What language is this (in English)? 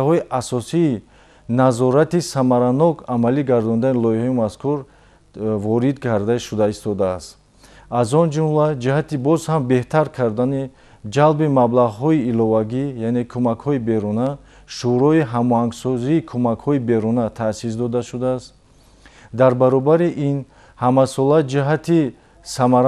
Tajik